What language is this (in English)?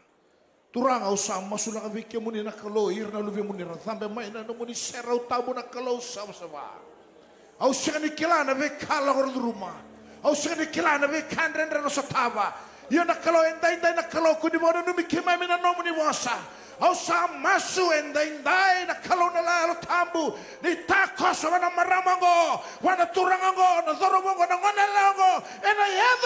Fijian